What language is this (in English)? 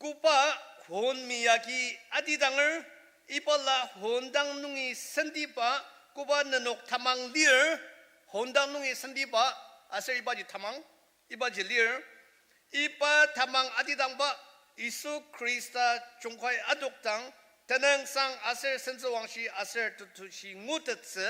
Ao Naga